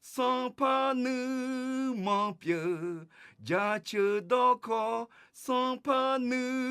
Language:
Akha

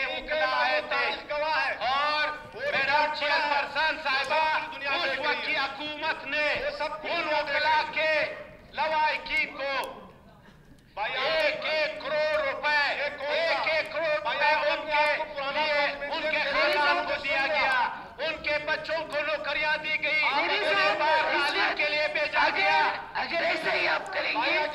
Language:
Urdu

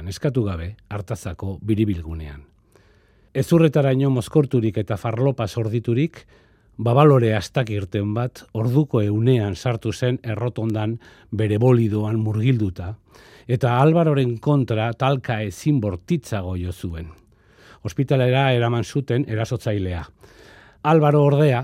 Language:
Basque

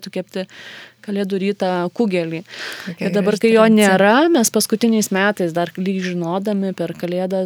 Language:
Lithuanian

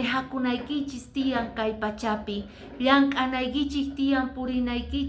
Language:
Quechua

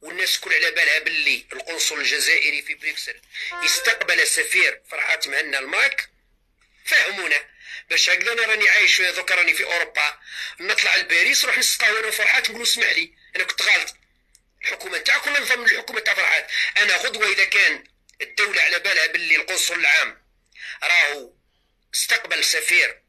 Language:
Algerian Arabic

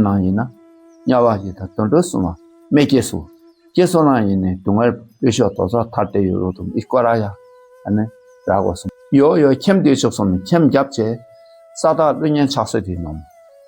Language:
Dakpakha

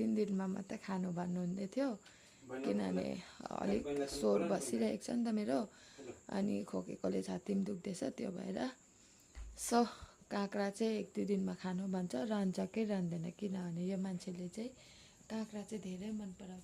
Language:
Nepali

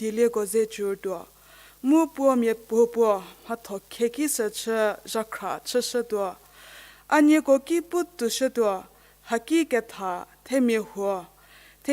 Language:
Angami Naga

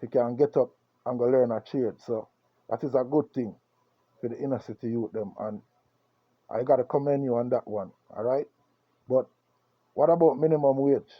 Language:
Jamaican Creole English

